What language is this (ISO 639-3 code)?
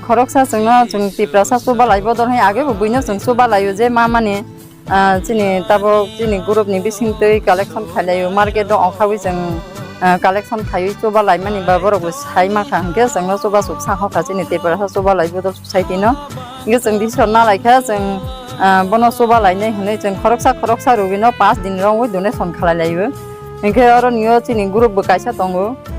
trp